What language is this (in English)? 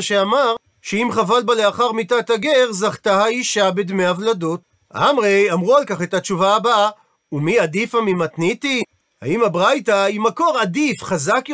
Hebrew